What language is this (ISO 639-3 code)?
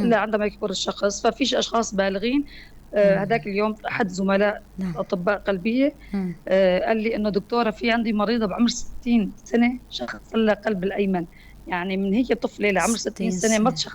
apc